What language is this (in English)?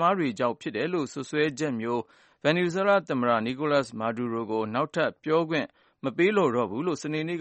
Burmese